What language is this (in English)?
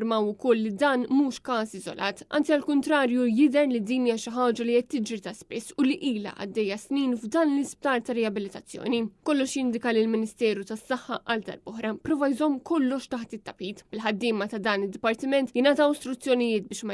Maltese